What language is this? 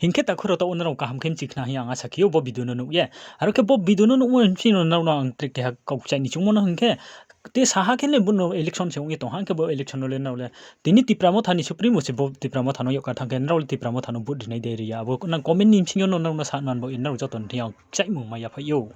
Riang (India)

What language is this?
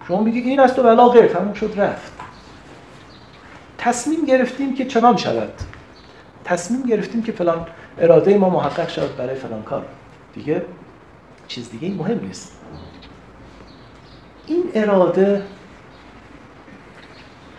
Persian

